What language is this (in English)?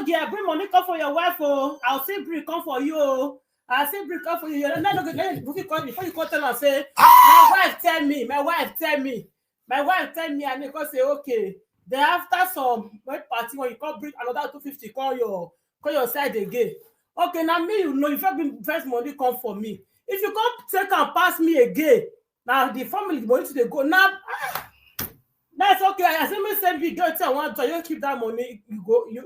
Nigerian Pidgin